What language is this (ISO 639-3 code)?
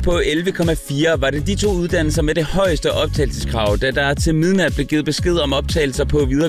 dan